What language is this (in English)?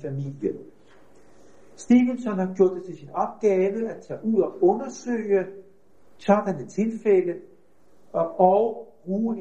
Danish